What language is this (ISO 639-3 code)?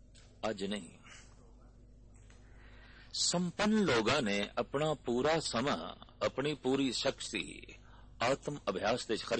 pan